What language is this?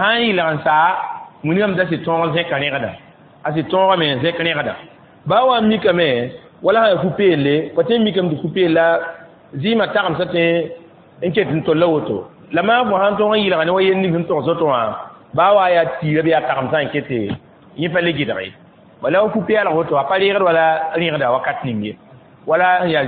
Mossi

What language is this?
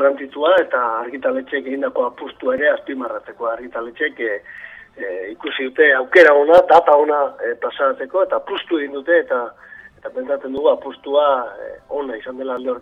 Basque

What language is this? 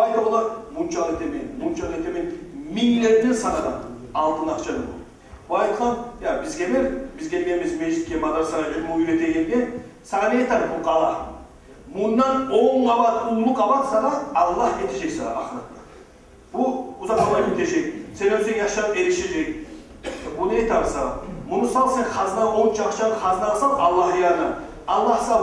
Kumyk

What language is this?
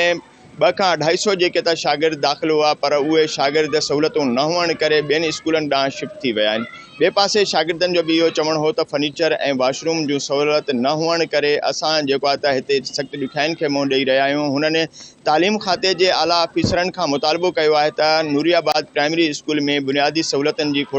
Sindhi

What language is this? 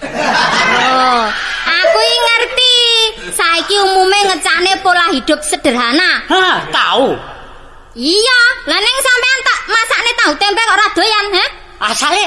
Javanese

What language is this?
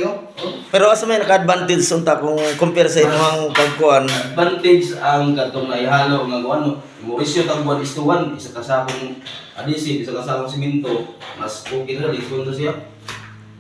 Cebuano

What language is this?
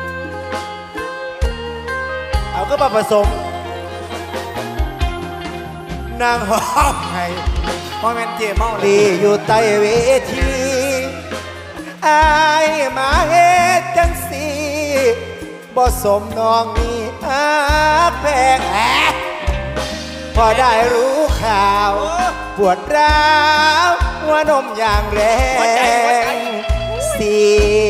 Northeastern Thai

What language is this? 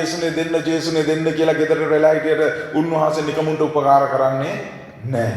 Sinhala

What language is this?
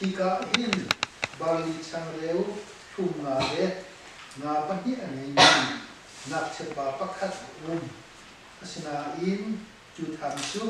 Hakha Chin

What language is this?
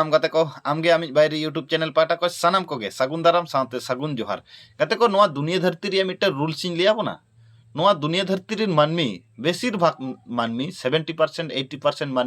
Santali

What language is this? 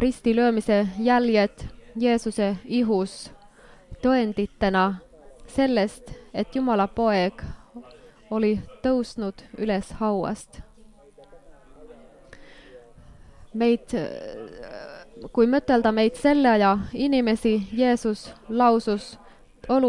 Estonian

